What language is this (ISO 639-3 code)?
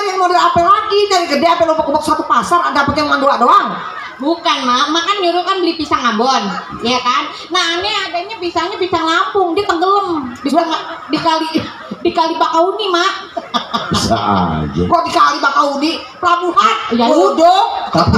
bew